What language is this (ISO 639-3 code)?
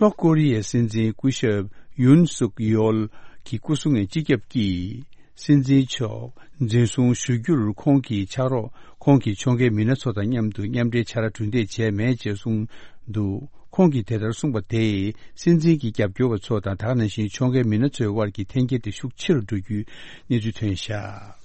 bod